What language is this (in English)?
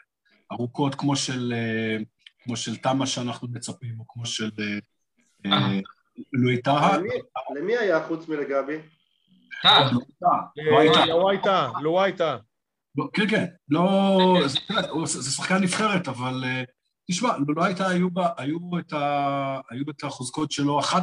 Hebrew